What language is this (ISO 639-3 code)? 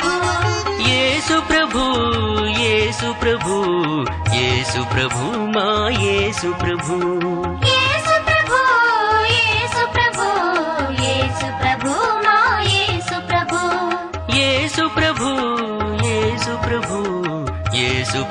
tel